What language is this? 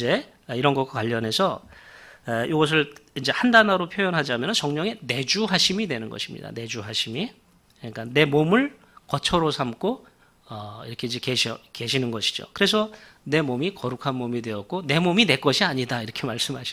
Korean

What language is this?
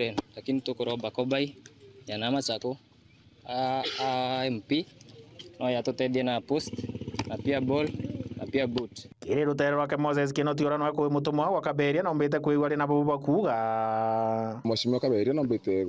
Meru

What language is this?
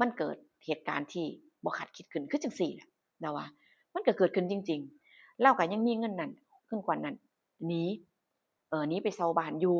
Northeastern Thai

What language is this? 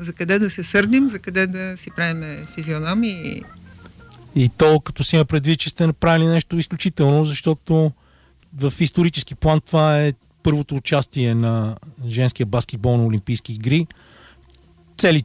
Bulgarian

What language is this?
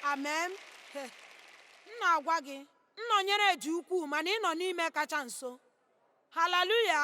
Igbo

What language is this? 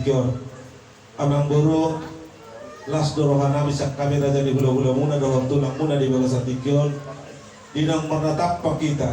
Batak Toba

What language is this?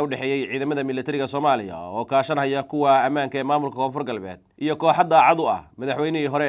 Somali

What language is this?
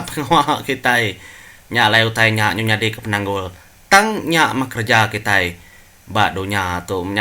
Iban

